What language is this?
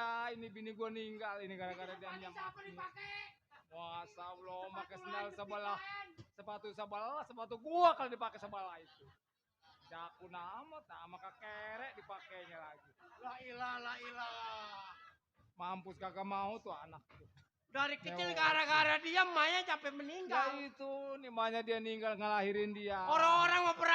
Betawi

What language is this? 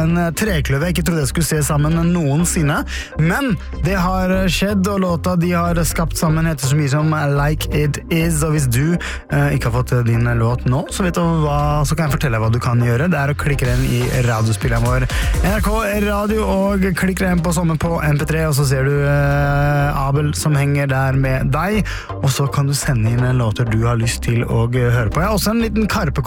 Norwegian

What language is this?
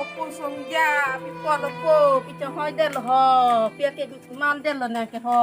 Karbi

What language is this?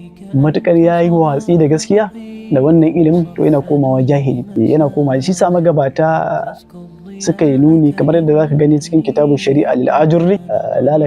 Hausa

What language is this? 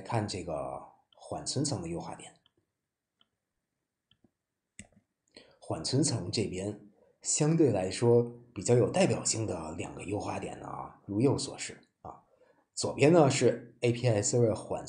Chinese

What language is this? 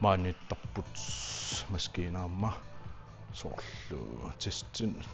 Kalaallisut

